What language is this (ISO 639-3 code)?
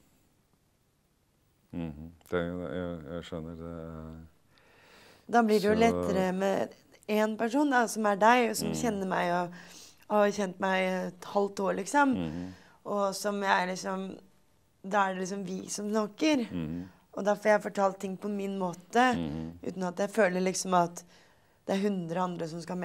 nor